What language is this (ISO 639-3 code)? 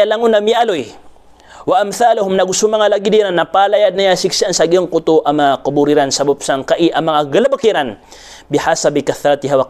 mrw